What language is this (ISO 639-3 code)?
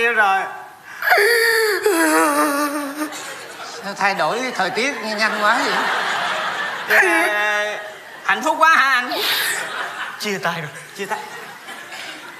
vie